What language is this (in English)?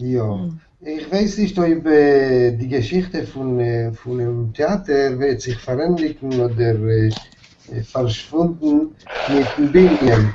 Yiddish